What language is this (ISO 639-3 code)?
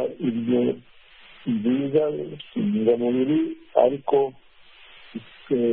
kin